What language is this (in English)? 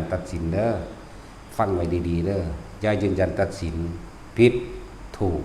Northeastern Thai